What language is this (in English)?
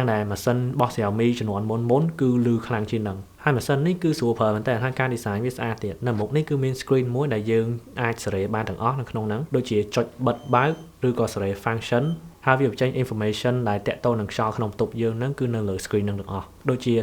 Khmer